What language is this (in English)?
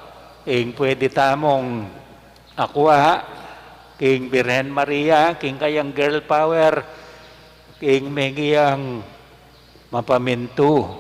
Pampanga